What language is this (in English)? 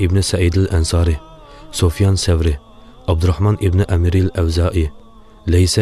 Uyghur